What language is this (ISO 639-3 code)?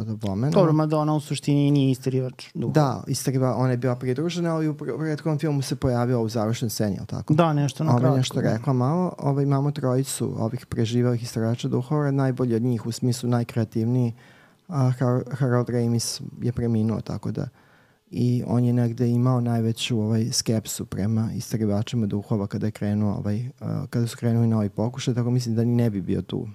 srp